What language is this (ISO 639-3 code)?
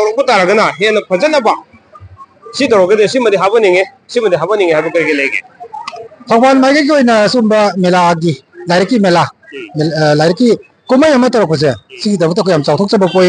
mni